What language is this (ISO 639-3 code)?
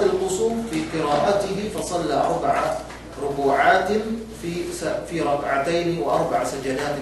yka